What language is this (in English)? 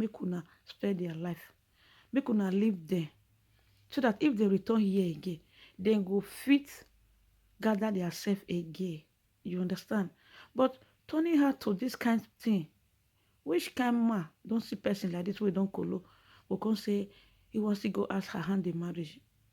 Nigerian Pidgin